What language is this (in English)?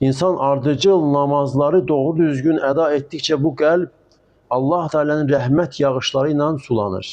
Azerbaijani